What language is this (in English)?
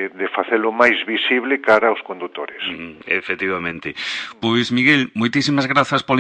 Galician